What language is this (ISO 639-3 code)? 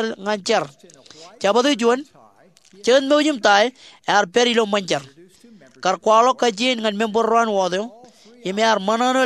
mah